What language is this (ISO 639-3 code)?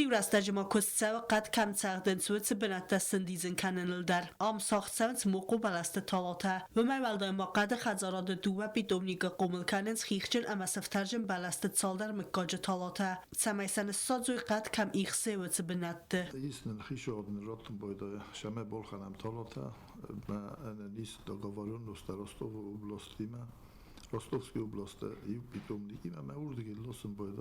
oss